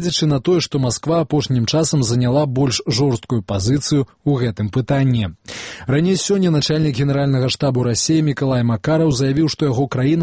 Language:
Belarusian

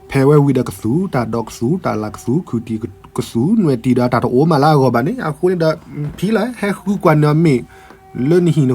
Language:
S'gaw Karen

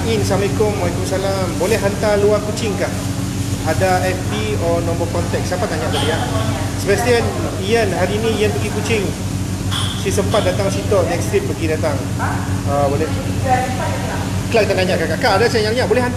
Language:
Malay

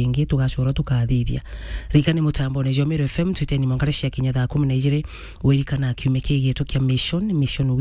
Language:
Meru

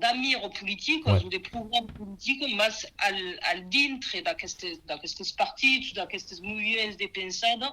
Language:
Occitan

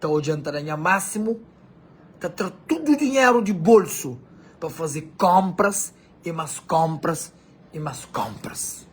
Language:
Kabuverdianu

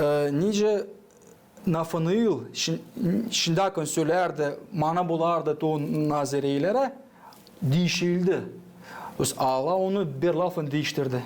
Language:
Gagauz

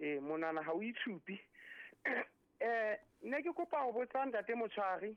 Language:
Southern Sotho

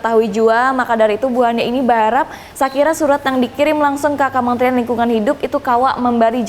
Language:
Banjar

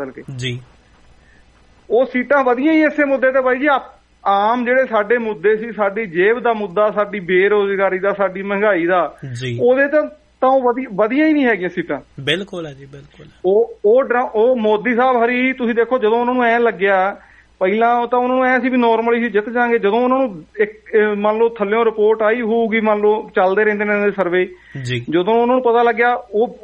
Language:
Punjabi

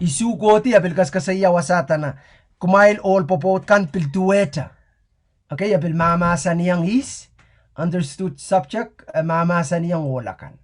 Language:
Pohnpeian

